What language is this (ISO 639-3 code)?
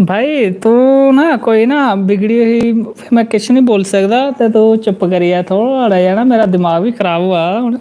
doi